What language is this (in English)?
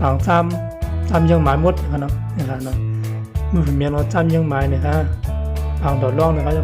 Shan